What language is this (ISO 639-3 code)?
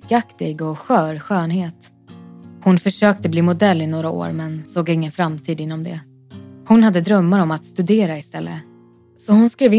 swe